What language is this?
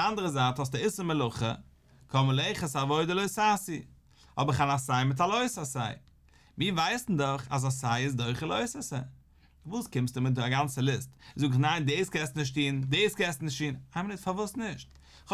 Yiddish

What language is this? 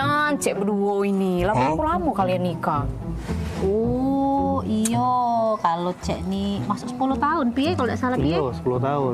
Musi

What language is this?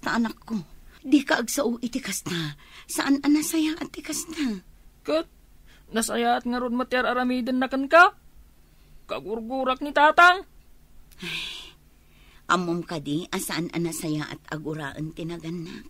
Iloko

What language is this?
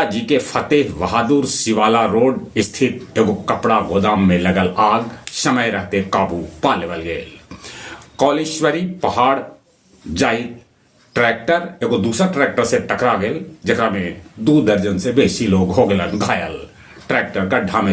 Magahi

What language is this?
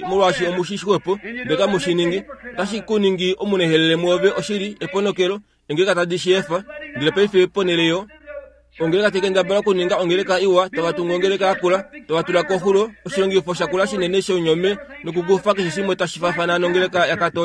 Kuanyama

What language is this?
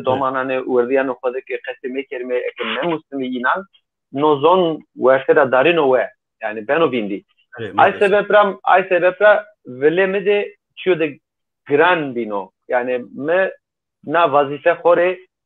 Zaza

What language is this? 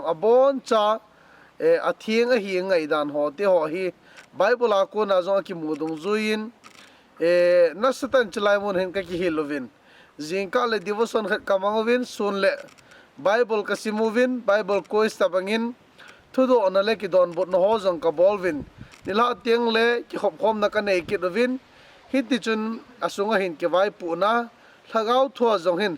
Thado Chin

